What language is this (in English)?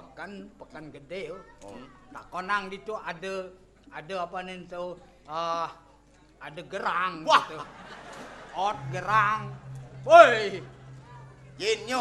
Balinese